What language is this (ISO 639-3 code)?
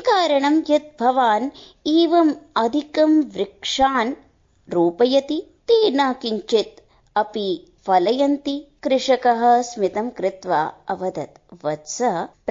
san